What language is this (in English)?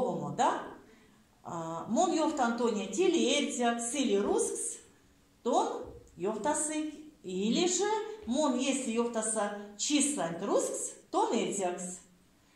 Erzya